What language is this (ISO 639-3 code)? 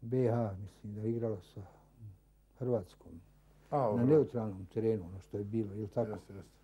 bos